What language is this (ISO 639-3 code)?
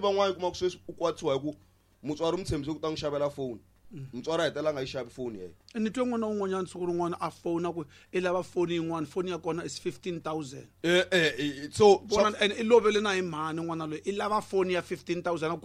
tso